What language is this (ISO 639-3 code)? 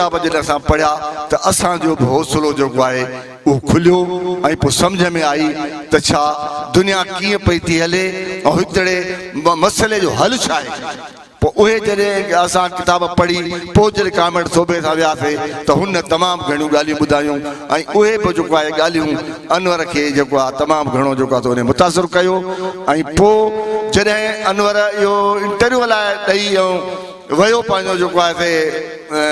snd